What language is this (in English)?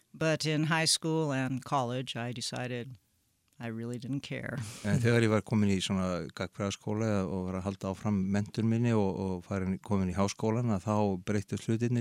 Icelandic